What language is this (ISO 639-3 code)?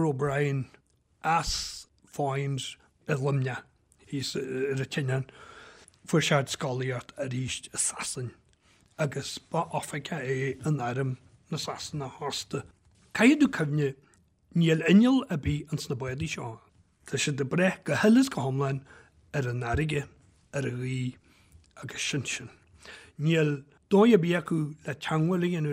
gle